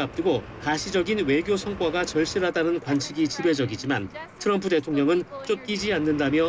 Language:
Korean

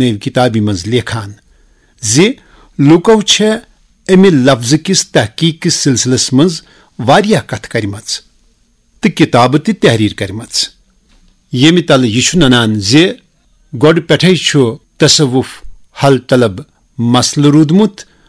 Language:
Kashmiri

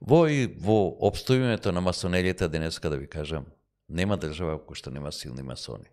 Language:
Macedonian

